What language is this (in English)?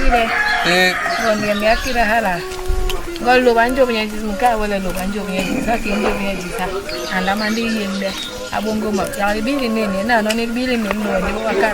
Basaa